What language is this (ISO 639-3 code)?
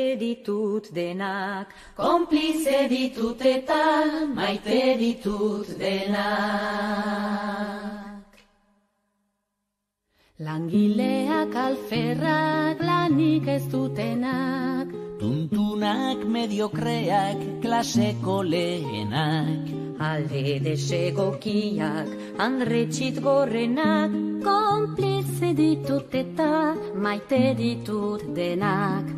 eus